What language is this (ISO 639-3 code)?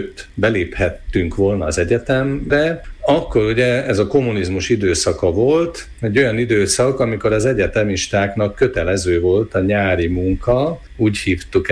hun